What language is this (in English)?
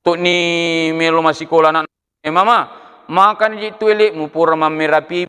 Buginese